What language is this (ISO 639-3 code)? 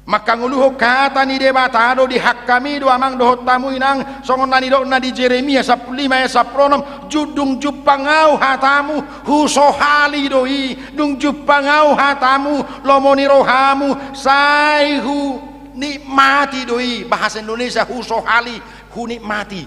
bbc